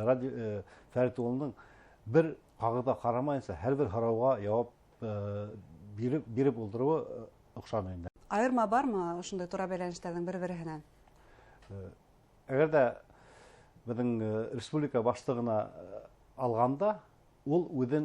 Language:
Bashkir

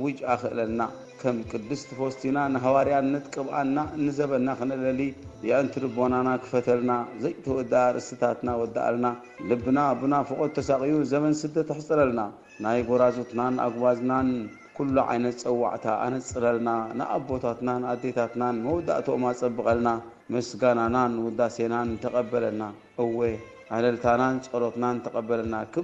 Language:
Tigrinya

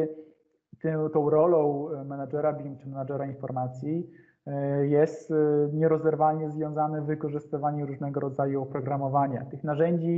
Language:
Polish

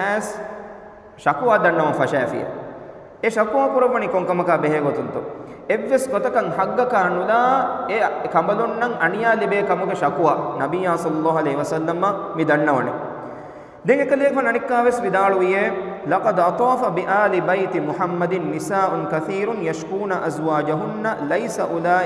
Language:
Divehi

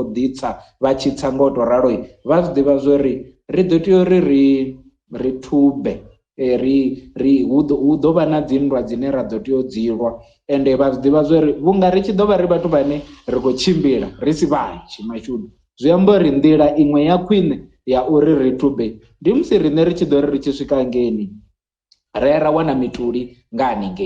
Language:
Venda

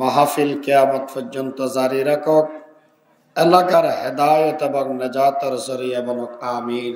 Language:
Rohingya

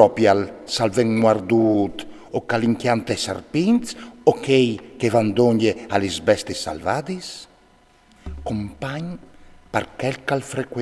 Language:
Friulian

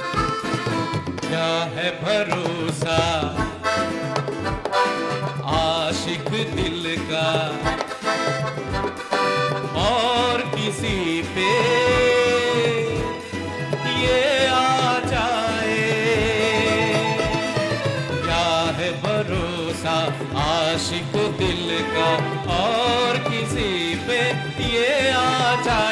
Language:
Bangla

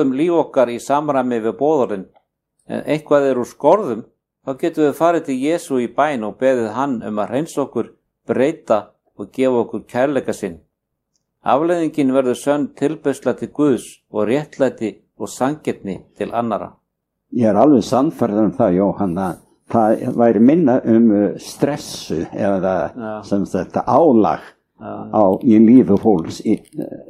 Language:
Icelandic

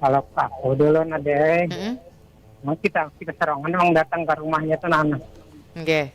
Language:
Banjar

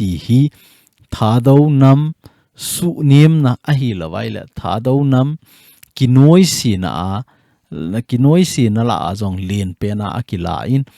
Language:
Thado Chin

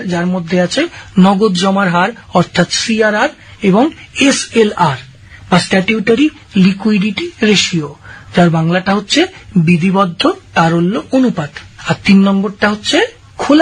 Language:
Bangla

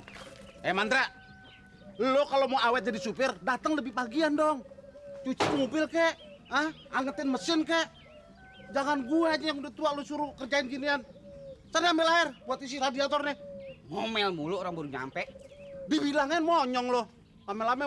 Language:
Betawi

